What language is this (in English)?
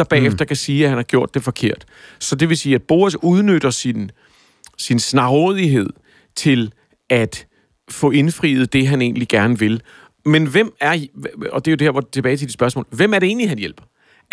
Danish